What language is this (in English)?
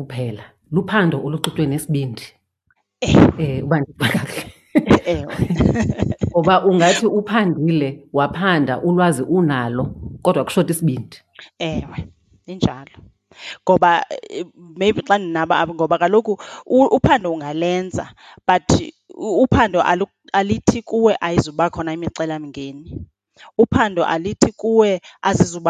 Xhosa